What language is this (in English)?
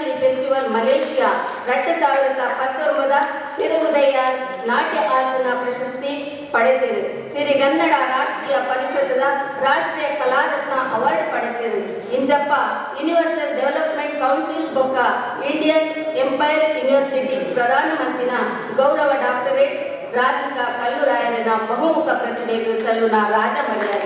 Tulu